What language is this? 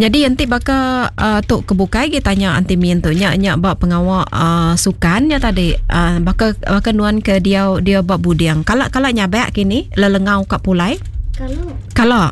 Iban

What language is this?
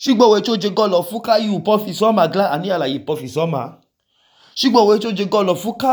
Idoma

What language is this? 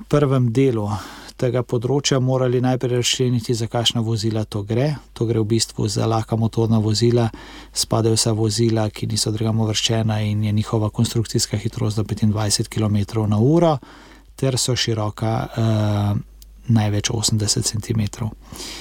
Slovenian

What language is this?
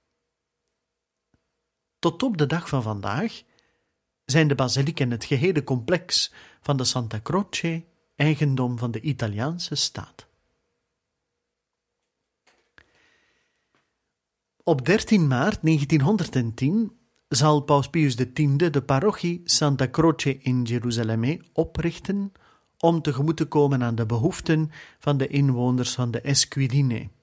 Dutch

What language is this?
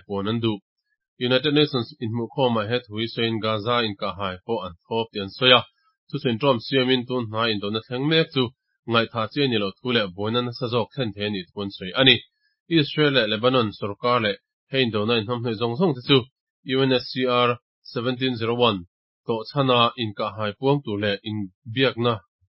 Mizo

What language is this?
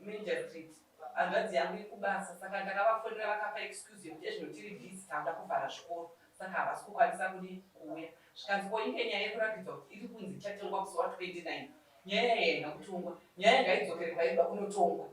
Shona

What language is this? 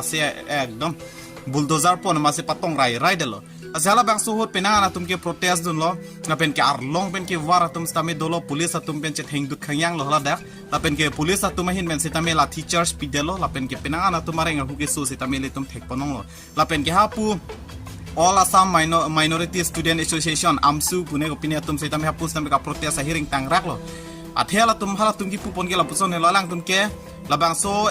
Karbi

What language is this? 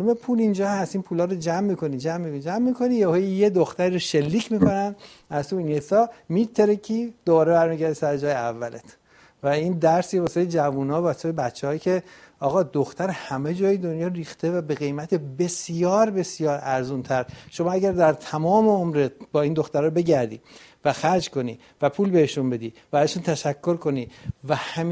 Persian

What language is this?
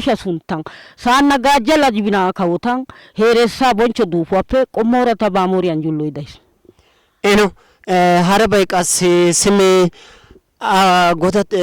Wolaytta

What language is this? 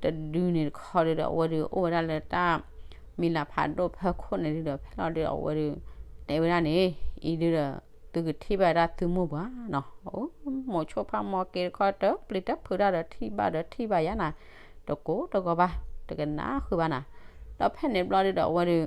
S'gaw Karen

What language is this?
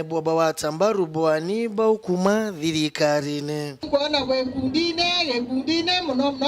Meru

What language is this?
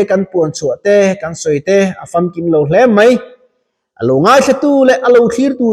Mizo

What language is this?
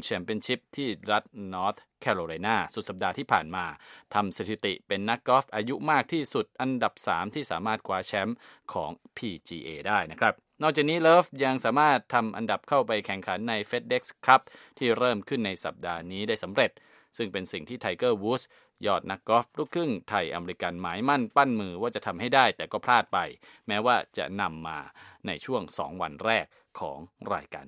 Thai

